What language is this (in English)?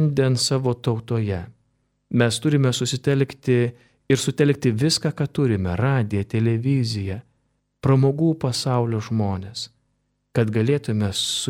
Lithuanian